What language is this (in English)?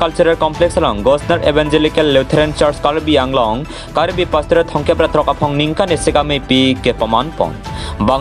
Karbi